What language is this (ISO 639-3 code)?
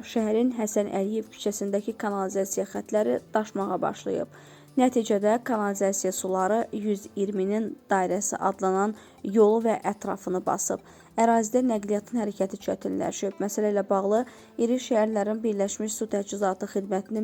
aze